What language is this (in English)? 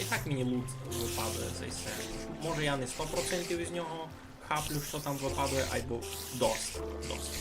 Rusyn